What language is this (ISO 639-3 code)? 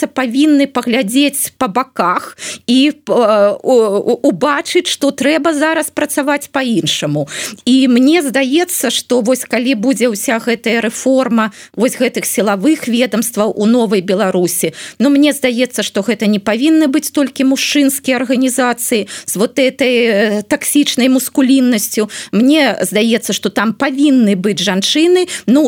bel